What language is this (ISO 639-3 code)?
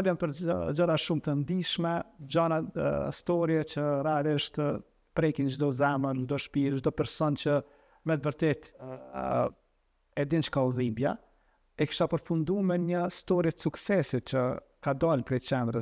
sqi